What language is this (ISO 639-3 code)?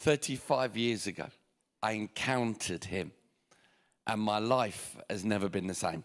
eng